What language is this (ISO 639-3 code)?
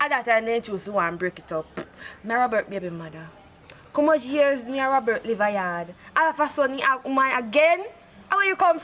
jam